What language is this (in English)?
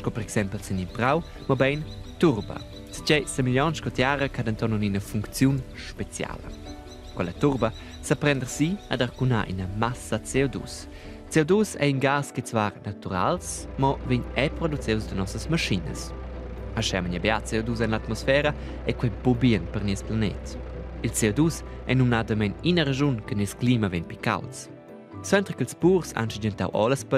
Romansh